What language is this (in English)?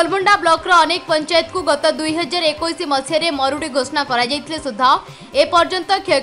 Odia